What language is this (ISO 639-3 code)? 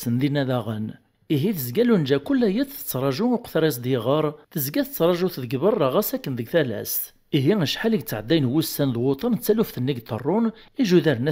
kab